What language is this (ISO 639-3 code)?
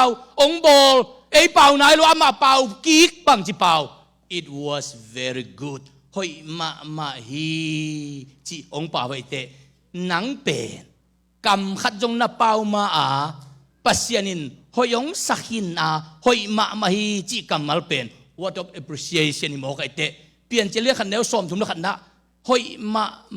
ctd